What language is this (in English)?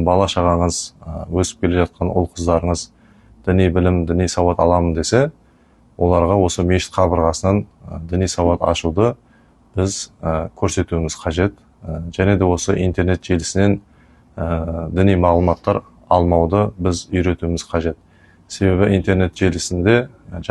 Kazakh